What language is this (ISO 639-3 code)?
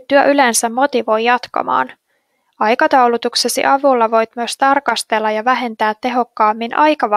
fin